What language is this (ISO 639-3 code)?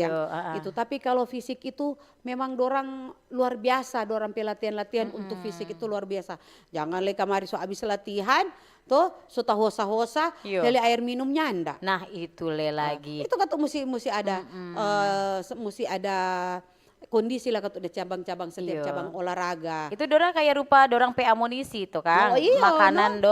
xmm